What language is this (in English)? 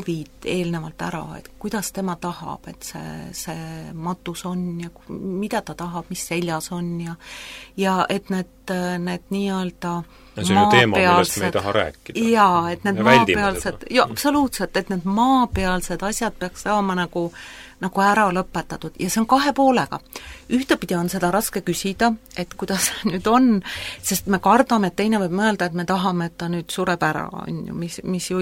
Estonian